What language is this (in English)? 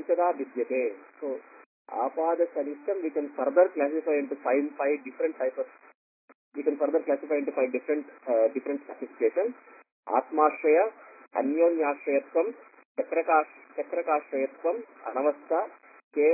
Kannada